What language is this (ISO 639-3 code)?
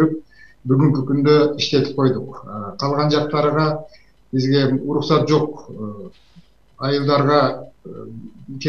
kir